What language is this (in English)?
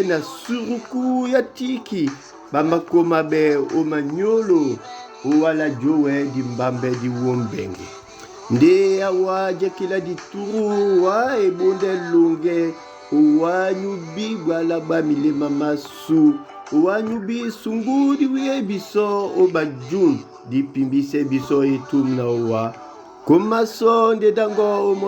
Duala